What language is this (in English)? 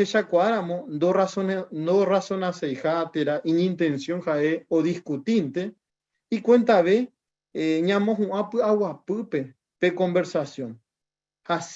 Guarani